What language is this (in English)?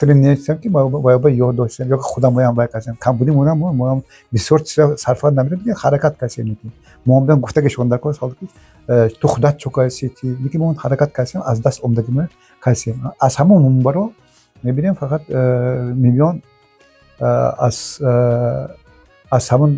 Tajik